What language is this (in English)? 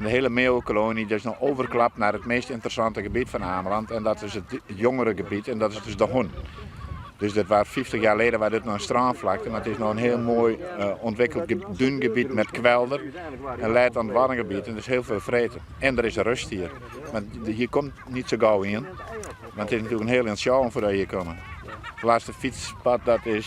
Western Frisian